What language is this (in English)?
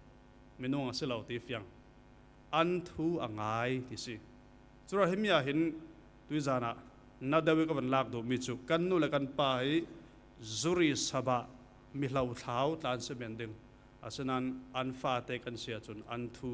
Falam Chin